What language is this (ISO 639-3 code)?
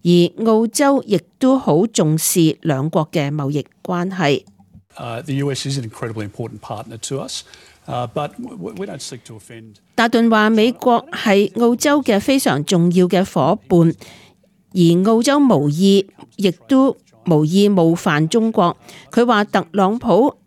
yue